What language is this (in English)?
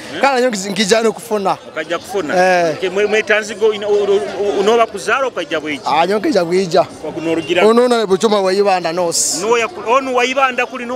Nyoro